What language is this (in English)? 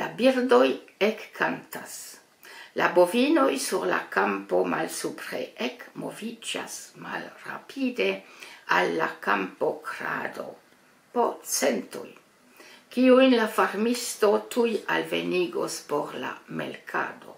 Esperanto